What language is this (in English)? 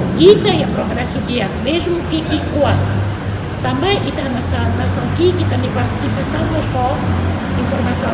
Tetum